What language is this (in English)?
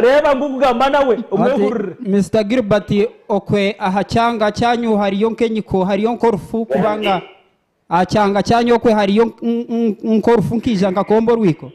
Nyankole